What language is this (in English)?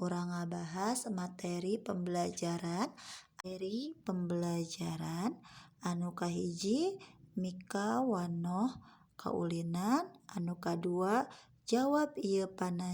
Sundanese